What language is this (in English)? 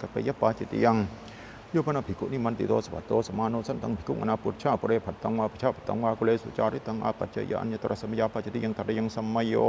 Pali